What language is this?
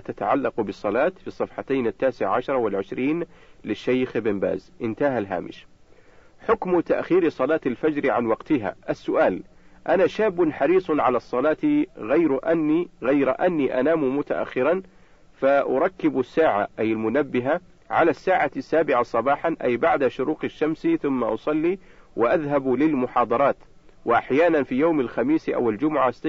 Arabic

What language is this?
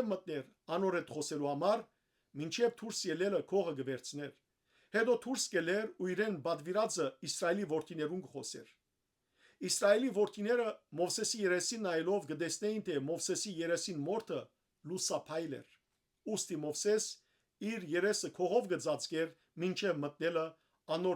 Western Armenian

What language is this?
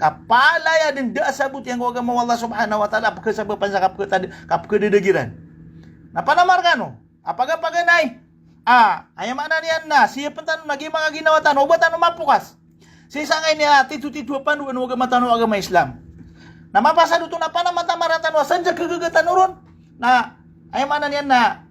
Maranao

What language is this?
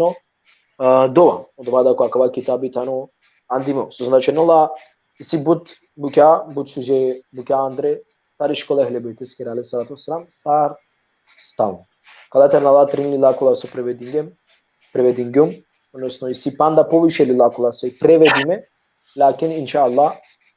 Balkan Romani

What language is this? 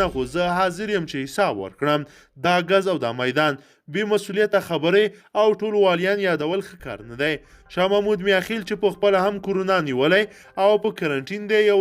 Pashto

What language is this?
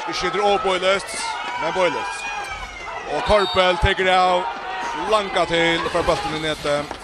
Faroese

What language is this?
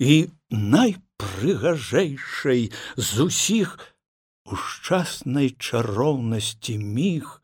Belarusian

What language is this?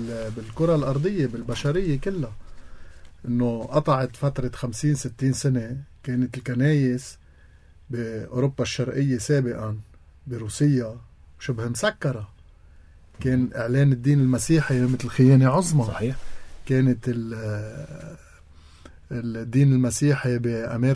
North Levantine Arabic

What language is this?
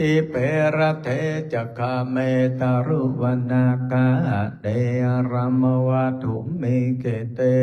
Pali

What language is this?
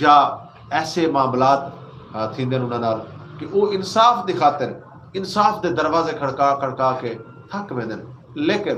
Saraiki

